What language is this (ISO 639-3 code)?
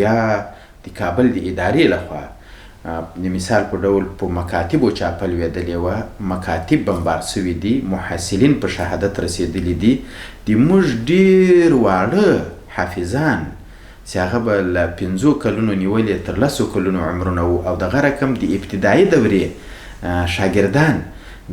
pus